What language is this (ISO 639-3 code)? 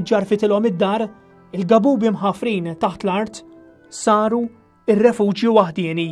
mlt